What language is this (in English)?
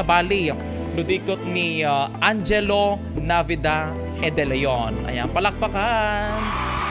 Iloko